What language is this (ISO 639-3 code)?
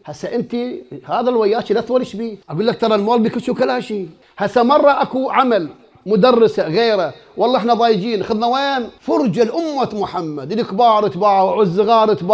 acm